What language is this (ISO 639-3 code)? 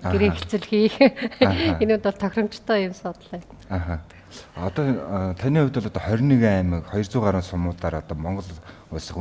mon